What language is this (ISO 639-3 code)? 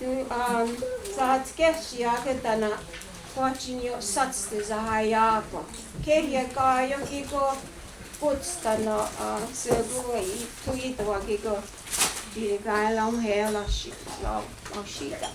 moh